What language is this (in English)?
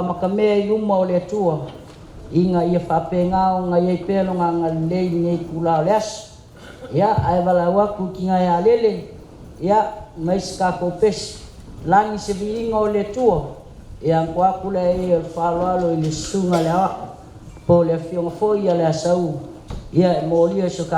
Samoan